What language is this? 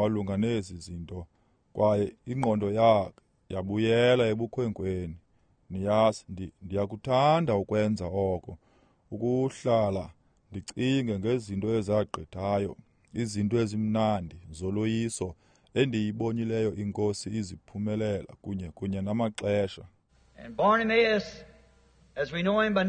Xhosa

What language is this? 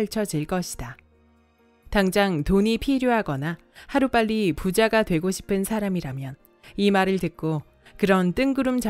Korean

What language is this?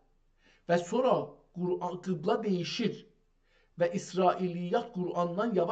South Azerbaijani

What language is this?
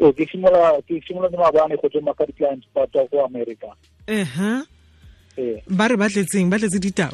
Tswana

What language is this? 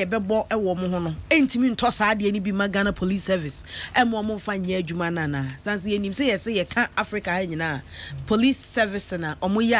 Akan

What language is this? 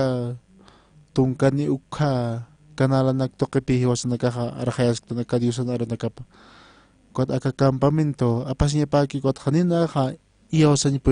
Aymara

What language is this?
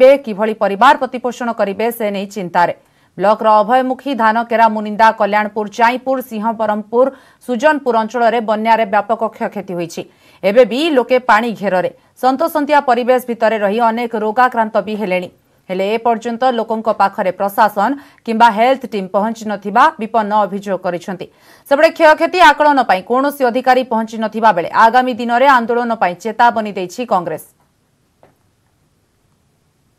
Odia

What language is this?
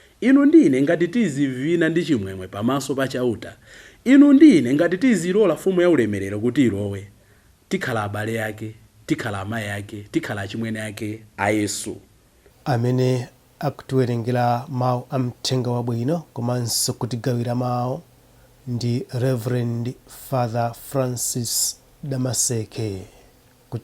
Nyanja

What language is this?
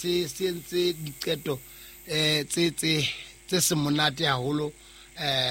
Southern Sotho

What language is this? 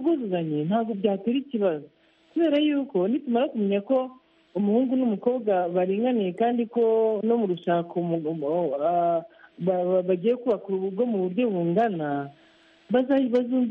Kinyarwanda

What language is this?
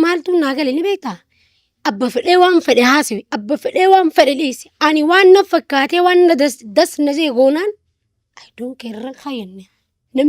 Oromo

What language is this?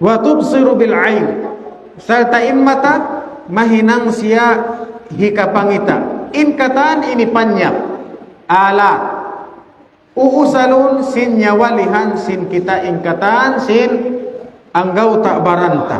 Tausug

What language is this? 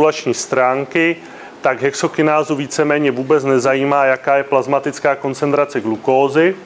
Czech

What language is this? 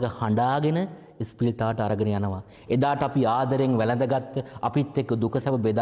Sinhala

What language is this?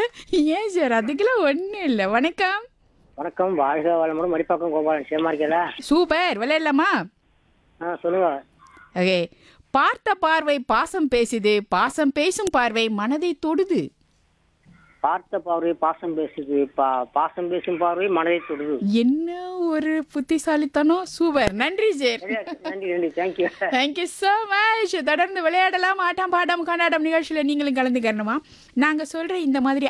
Tamil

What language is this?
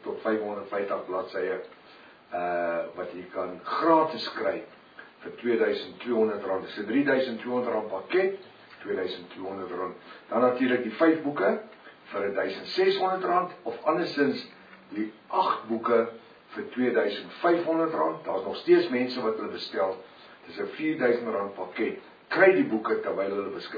Afrikaans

